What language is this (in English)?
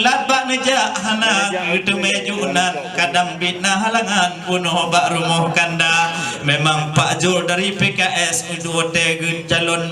Achinese